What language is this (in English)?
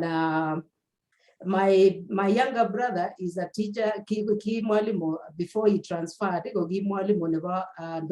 Kalenjin